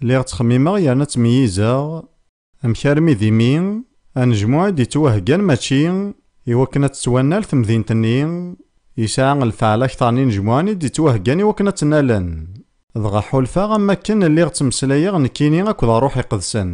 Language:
Kabyle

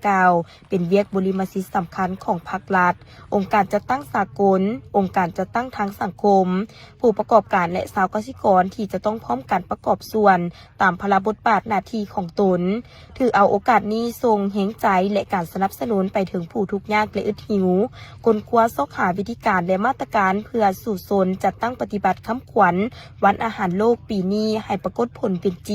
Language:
Lao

